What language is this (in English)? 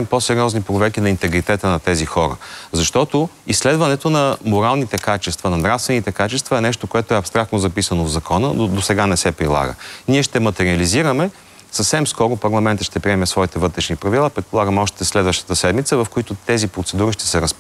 Bulgarian